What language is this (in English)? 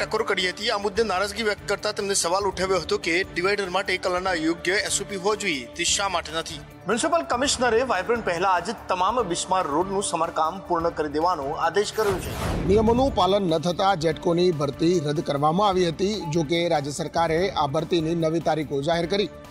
Gujarati